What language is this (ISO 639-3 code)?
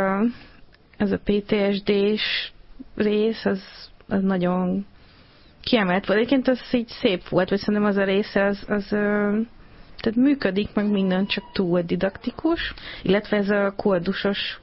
hun